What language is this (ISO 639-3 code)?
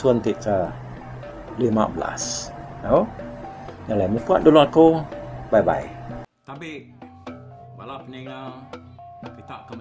iba